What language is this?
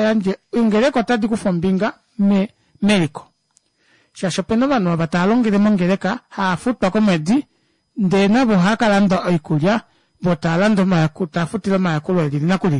Kuanyama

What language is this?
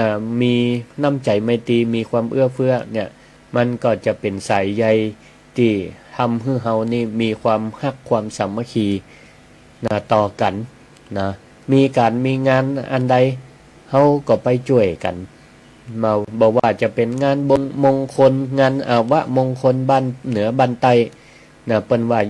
Northern Thai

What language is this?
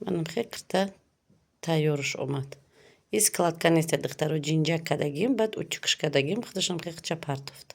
Tajik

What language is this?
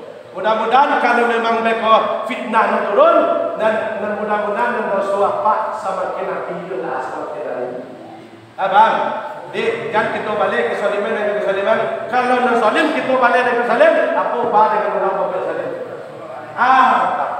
Minangkabau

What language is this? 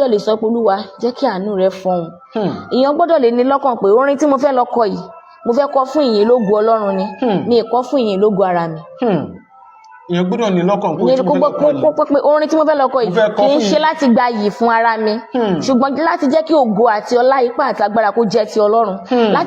Yoruba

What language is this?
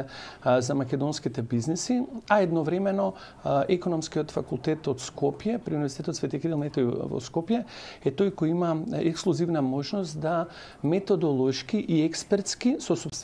Macedonian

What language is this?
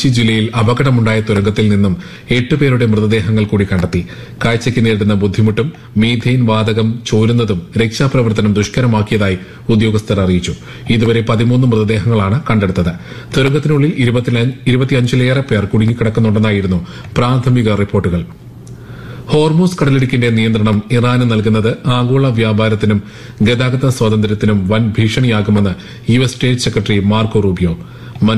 Malayalam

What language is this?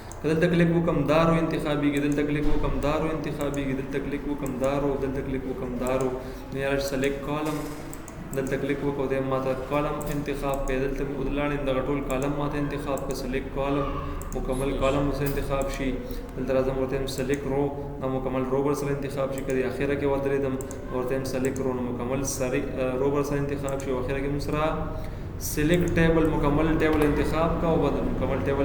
Pashto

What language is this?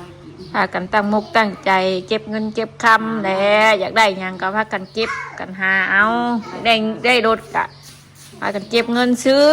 Northeastern Thai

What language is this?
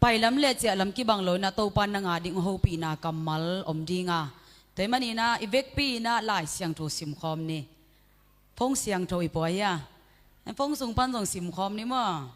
Tedim Chin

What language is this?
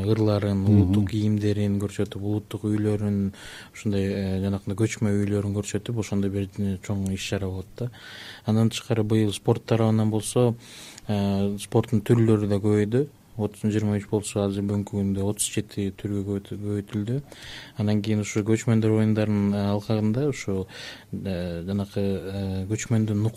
Kyrgyz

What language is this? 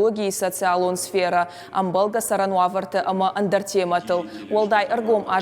Ossetic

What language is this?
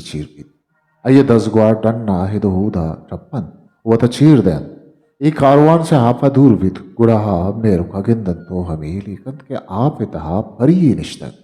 Eastern Balochi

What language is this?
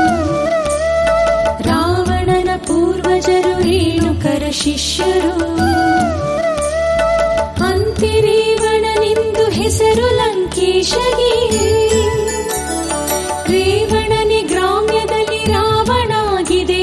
Kannada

